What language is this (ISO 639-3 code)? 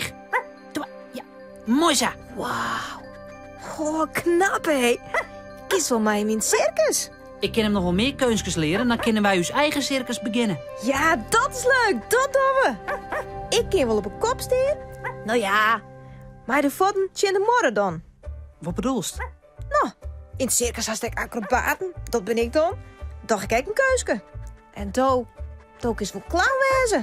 fry